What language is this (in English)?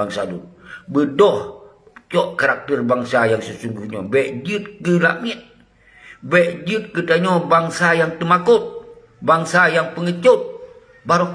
Achinese